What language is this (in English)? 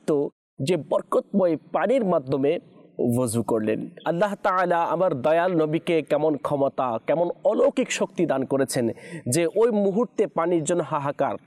Bangla